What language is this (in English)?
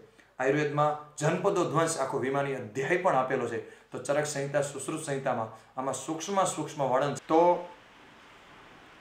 Gujarati